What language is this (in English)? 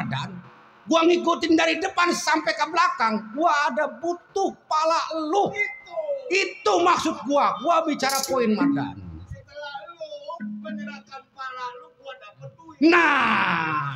Betawi